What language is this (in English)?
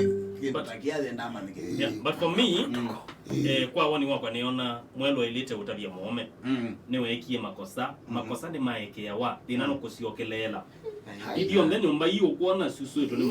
Kamba